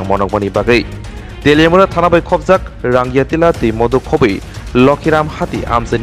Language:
Kok Borok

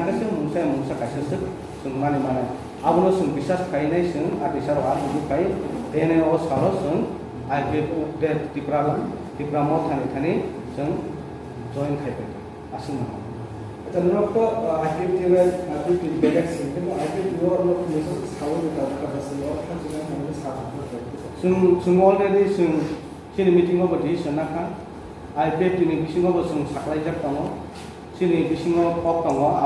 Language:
Kok Borok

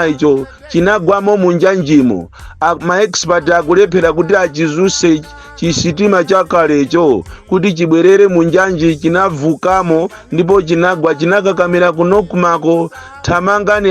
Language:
Nyanja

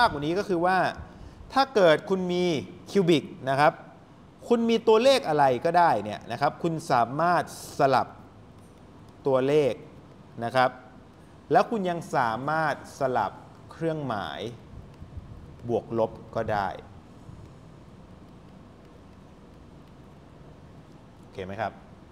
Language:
Thai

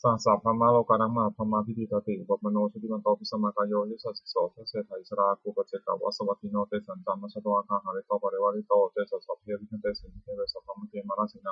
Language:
Pali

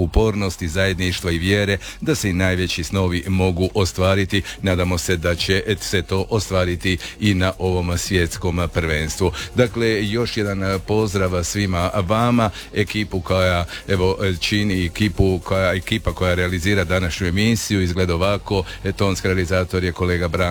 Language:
Croatian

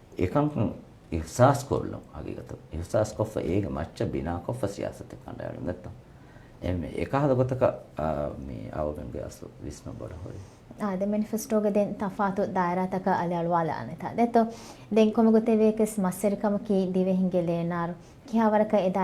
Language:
Divehi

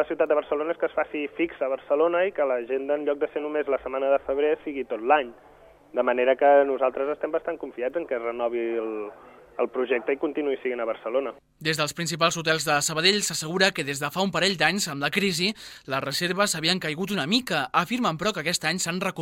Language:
Catalan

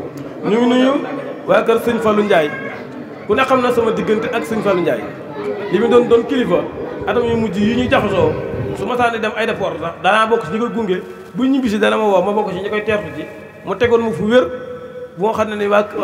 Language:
Wolof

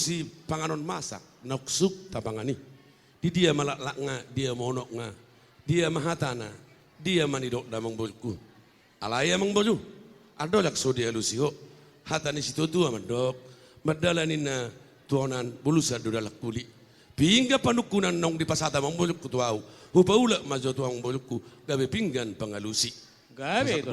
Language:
Batak Toba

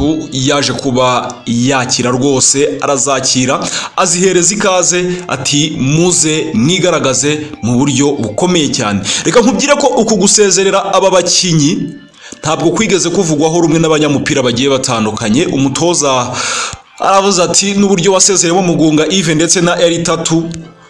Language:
Kinyarwanda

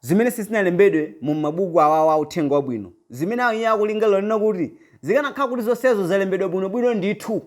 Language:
Nyanja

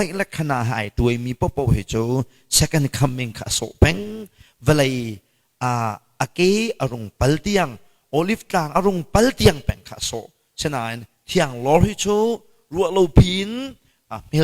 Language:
Hakha Chin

